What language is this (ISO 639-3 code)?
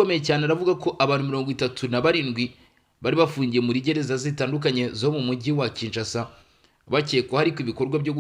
kin